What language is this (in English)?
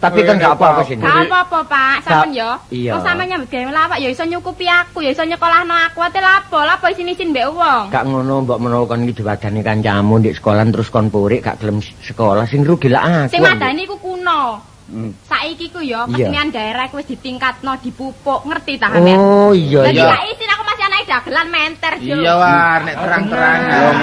Javanese